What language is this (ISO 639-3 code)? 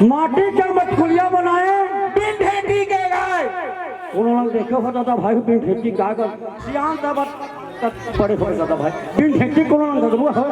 hne